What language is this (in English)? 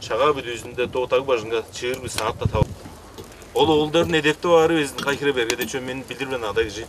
Tuvinian